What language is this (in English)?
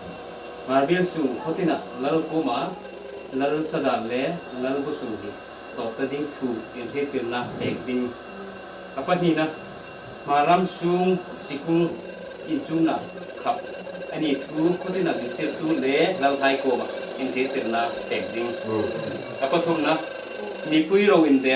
Hmar